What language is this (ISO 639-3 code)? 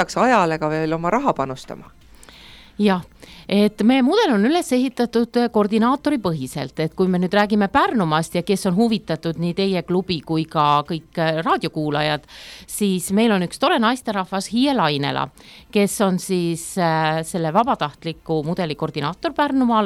est